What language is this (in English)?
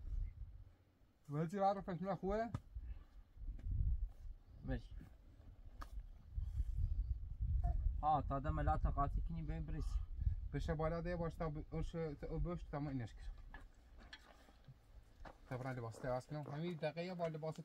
Persian